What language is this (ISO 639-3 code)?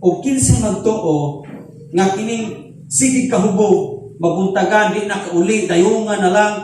ceb